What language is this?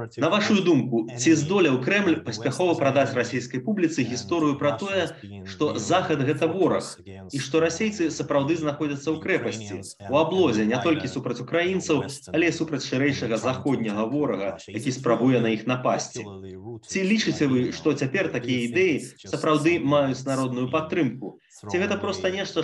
Belarusian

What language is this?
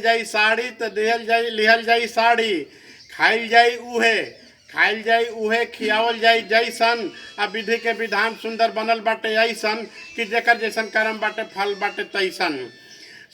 Bhojpuri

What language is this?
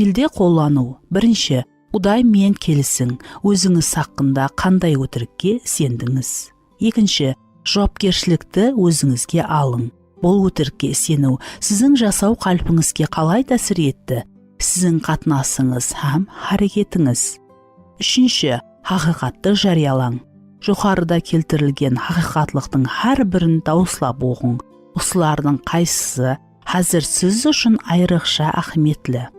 Kara-Kalpak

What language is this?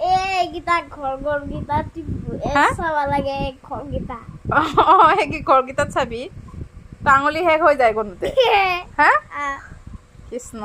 Assamese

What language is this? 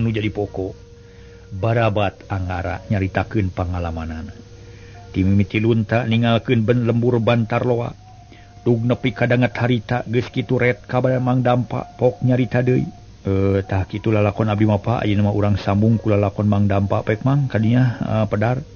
Sundanese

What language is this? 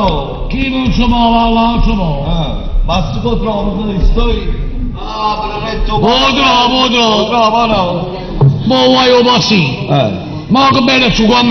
Neapolitan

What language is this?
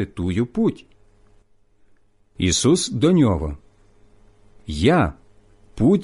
Ukrainian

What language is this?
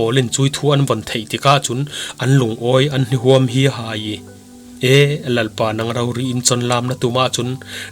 Falam Chin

